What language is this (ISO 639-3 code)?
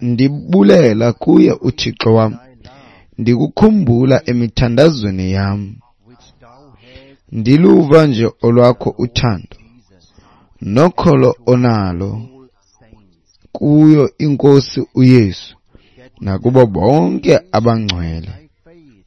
xho